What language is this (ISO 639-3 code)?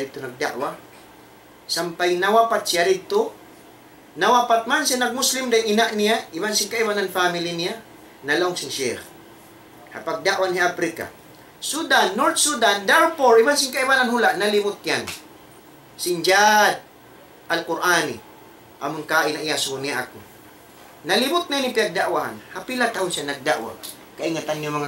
tsg